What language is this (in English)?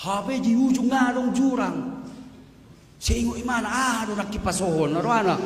Batak Toba